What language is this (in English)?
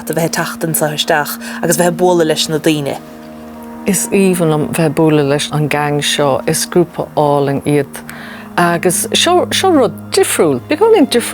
Irish